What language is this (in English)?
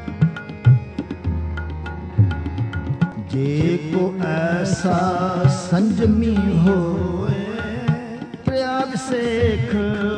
Punjabi